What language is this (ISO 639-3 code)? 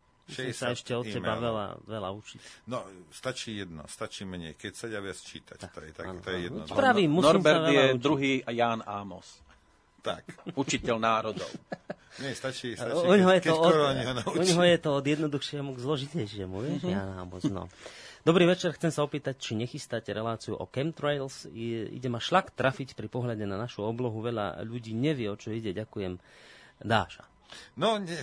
slk